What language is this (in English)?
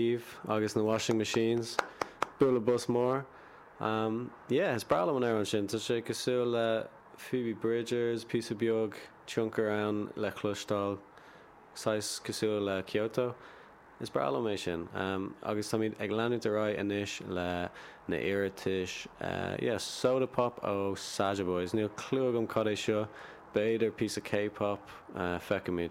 Irish